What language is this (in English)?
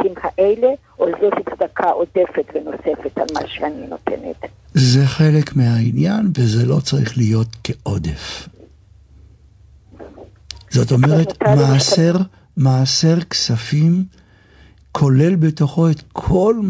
Hebrew